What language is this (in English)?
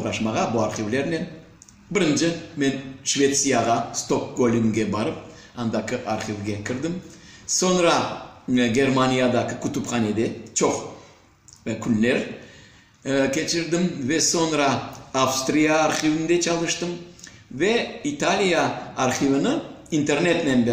Crimean Tatar